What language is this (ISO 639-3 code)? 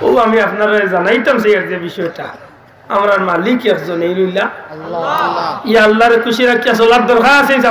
syl